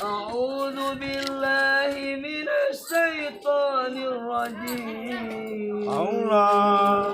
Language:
Betawi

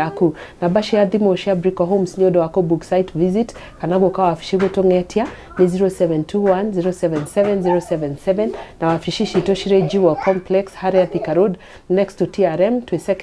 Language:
Kikuyu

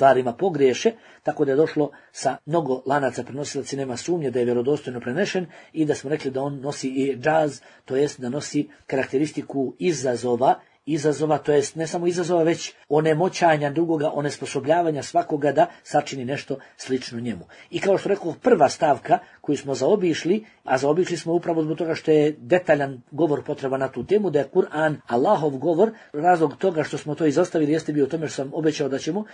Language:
Bosnian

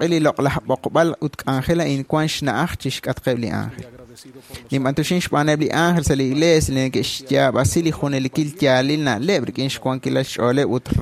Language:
Kekchí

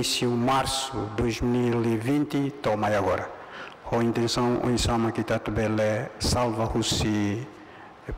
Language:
Tetum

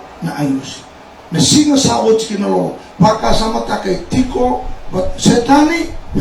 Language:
Fijian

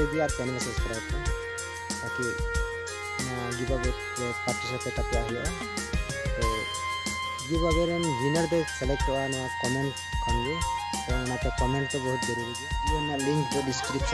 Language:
Santali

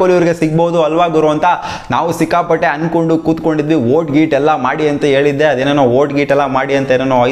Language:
Kannada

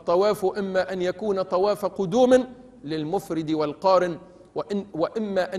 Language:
Arabic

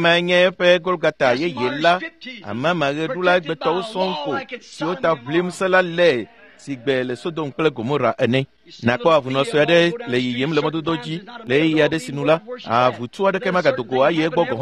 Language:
Ewe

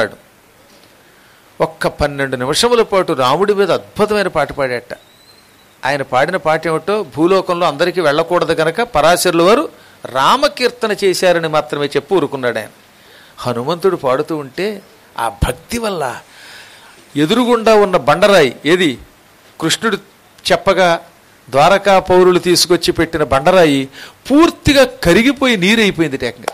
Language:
Telugu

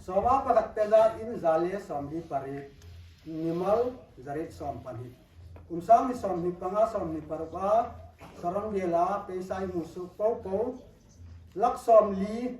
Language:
Hmar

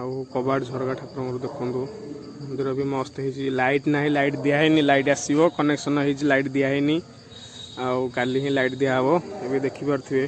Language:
Odia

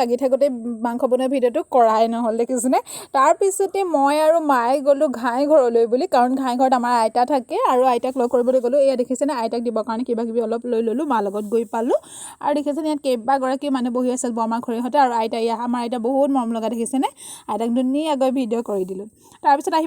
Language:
Assamese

